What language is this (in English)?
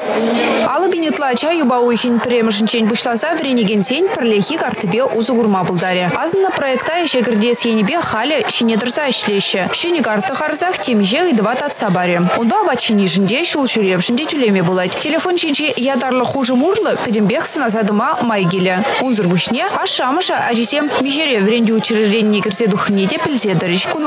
Chuvash